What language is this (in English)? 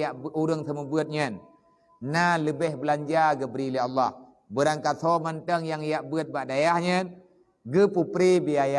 Achinese